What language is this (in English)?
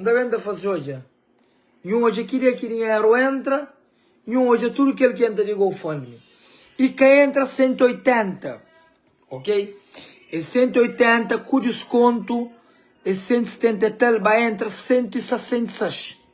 Kabuverdianu